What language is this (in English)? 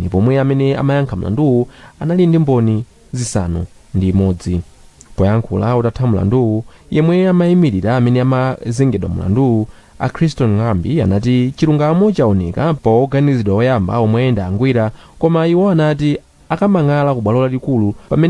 Nyanja